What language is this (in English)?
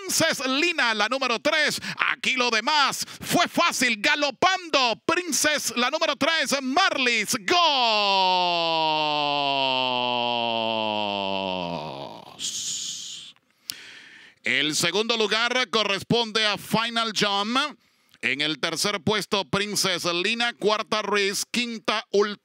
Spanish